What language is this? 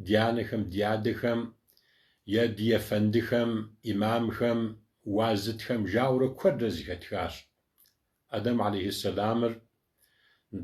Kabardian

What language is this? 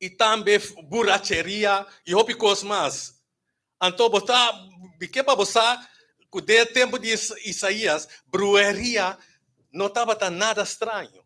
Papiamento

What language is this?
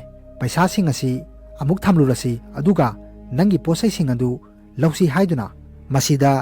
Manipuri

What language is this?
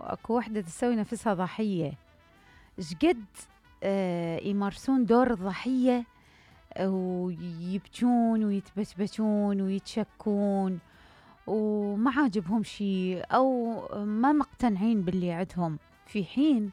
Mesopotamian Arabic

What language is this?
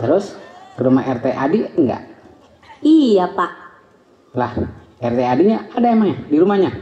Betawi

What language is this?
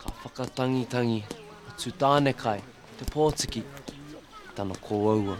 Māori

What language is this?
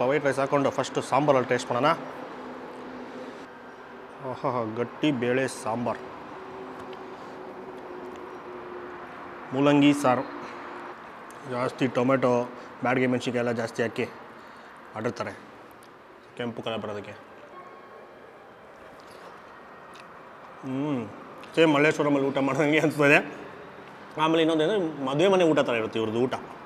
Kannada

